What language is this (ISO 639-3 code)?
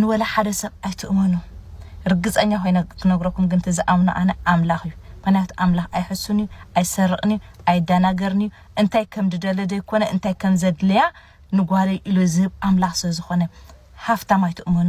tir